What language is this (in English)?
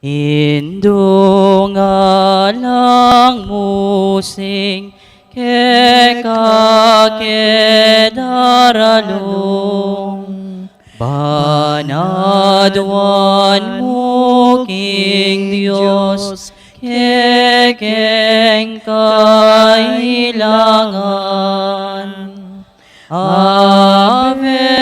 Pampanga